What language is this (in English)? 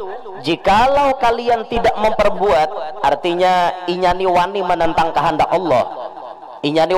Banjar